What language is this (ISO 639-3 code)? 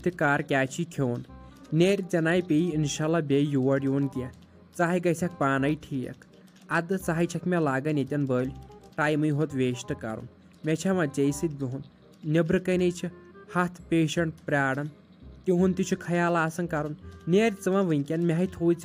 kas